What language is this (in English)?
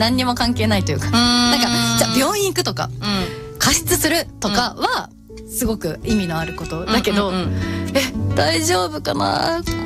Japanese